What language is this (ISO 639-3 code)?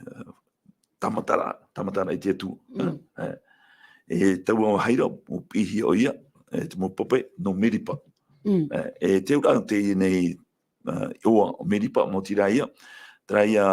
tah